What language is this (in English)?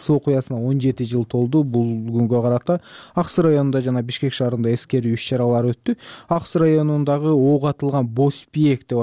Kyrgyz